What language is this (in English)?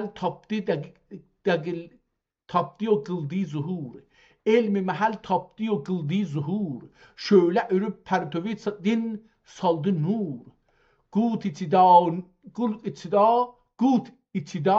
South Azerbaijani